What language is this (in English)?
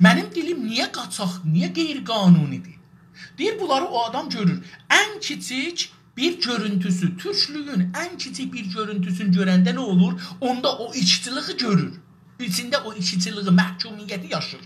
South Azerbaijani